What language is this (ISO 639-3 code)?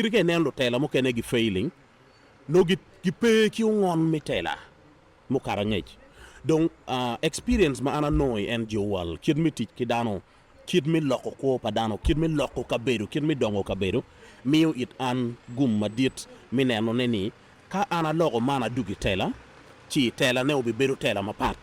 ach